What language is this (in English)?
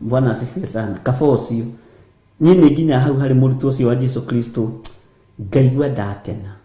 Kikuyu